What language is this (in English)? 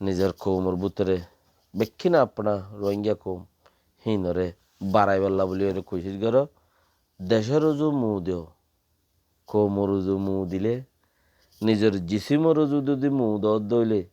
Rohingya